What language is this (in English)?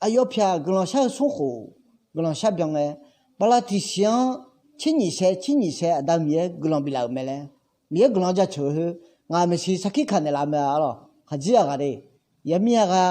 Akha